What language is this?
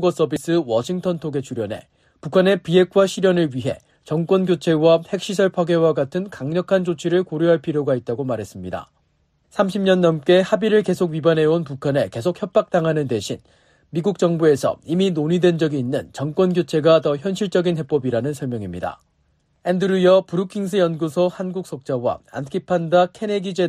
Korean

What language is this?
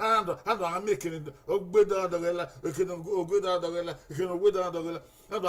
Bini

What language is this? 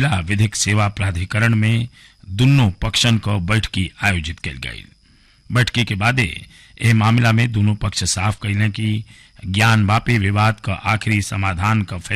Bhojpuri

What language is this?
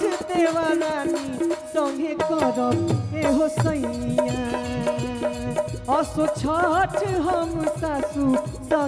Bhojpuri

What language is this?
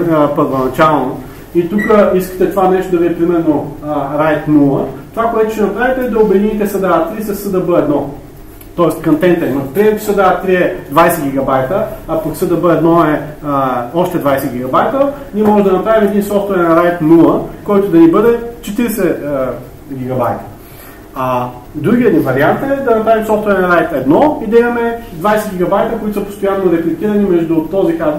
Bulgarian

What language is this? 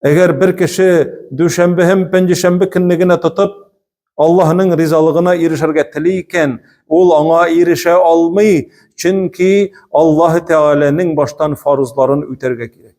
Tatar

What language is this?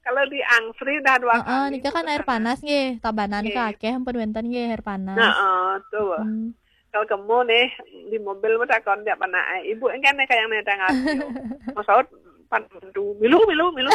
Balinese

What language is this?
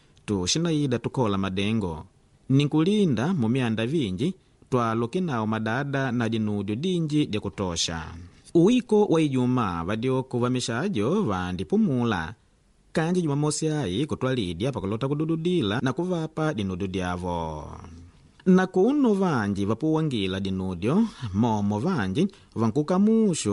Makonde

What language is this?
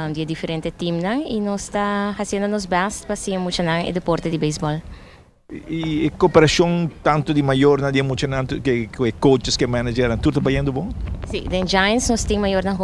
Papiamento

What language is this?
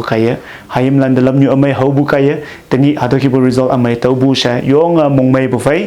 Konyak Naga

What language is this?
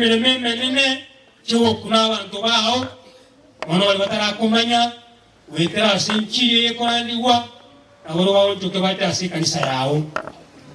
Gusii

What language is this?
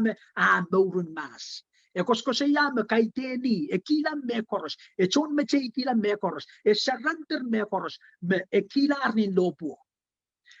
Pohnpeian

